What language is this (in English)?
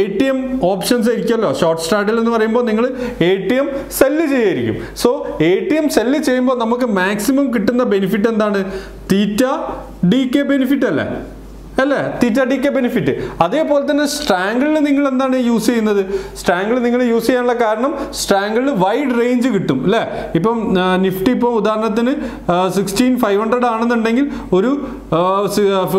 Malayalam